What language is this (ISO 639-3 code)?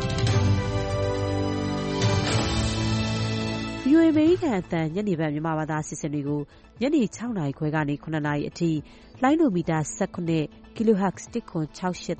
mya